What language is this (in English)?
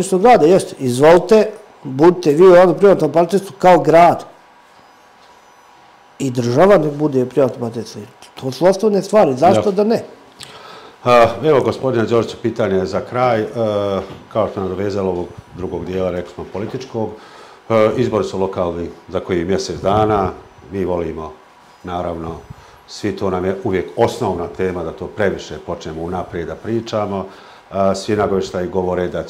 Serbian